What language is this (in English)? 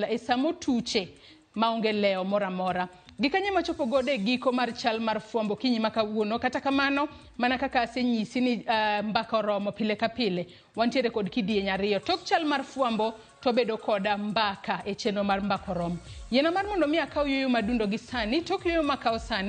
Luo (Kenya and Tanzania)